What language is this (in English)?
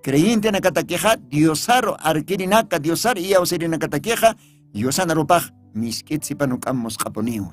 Aymara